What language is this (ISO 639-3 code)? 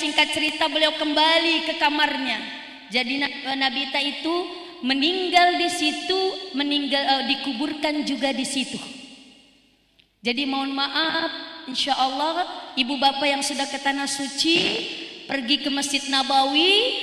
ind